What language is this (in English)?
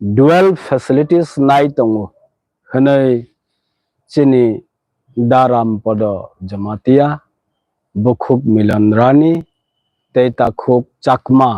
Kok Borok